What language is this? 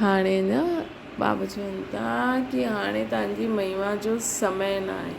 Sindhi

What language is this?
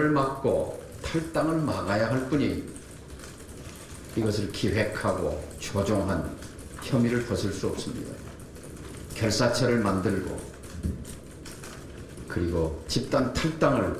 Korean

